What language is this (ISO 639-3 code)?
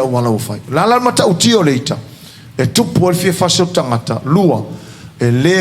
smo